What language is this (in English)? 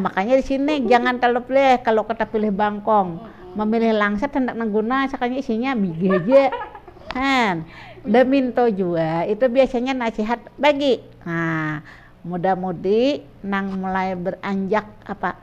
Banjar